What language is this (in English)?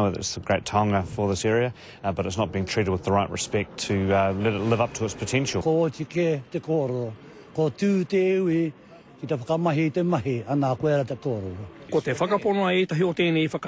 Māori